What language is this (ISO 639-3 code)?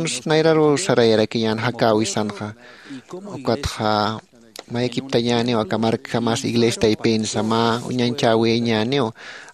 aym